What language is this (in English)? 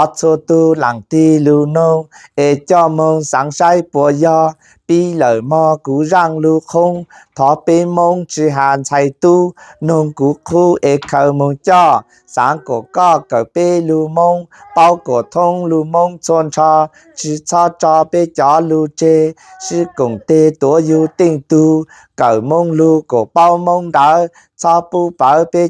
Hmong